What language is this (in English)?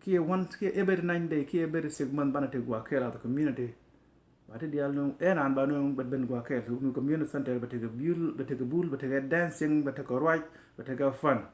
Nuer